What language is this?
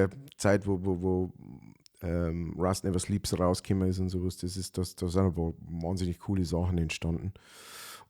Bavarian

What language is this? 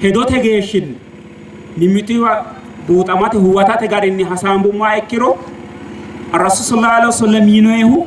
Sidamo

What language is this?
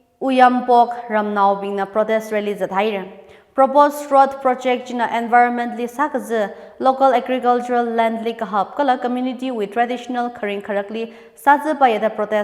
Tangkhul Naga (India)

